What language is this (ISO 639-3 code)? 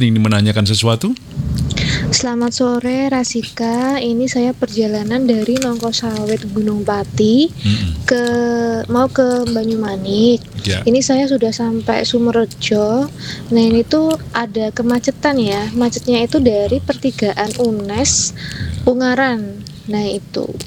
ind